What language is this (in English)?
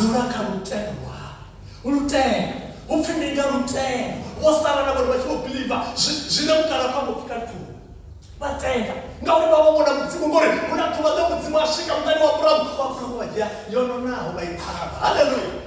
Venda